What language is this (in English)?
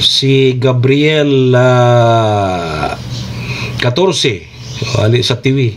Bikol